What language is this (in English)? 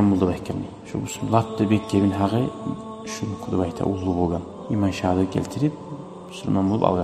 Kumyk